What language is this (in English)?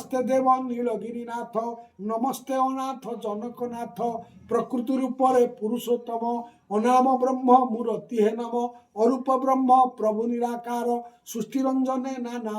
Odia